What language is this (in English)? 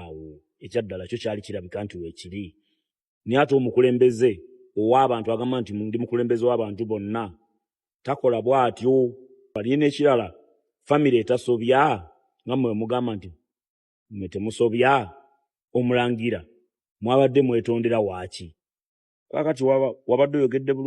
Ganda